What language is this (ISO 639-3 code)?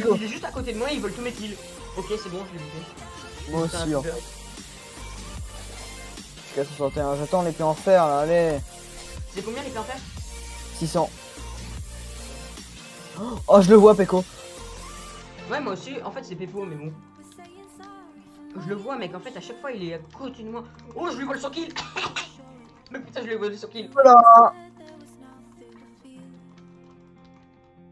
fra